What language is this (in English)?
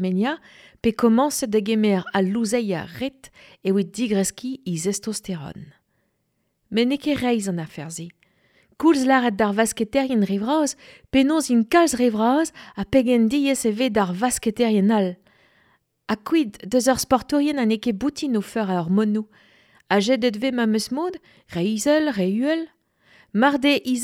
Breton